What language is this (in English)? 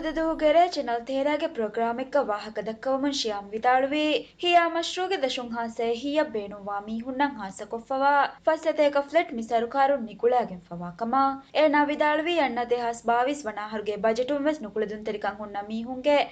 Divehi